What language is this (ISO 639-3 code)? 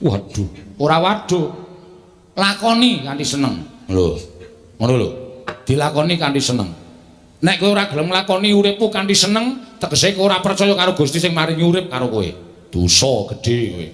jav